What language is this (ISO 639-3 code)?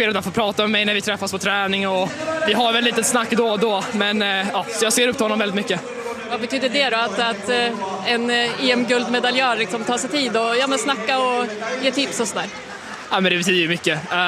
swe